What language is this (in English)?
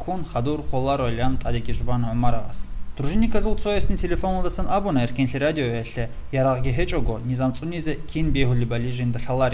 Avaric